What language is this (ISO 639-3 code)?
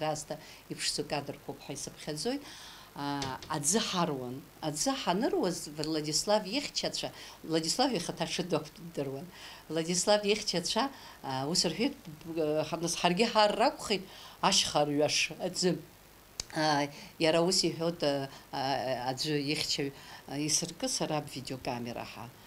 abk